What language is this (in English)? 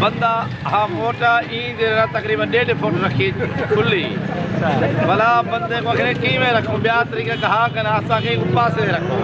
Saraiki